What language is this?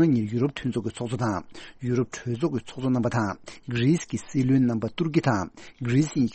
Tibetan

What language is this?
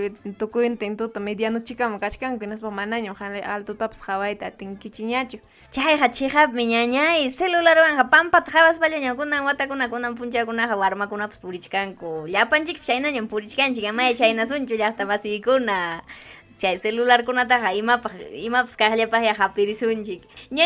Ayacucho Quechua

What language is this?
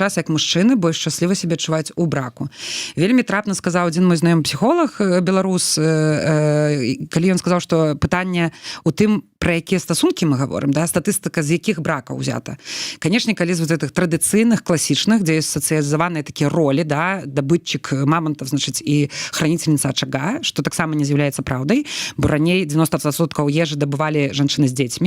Belarusian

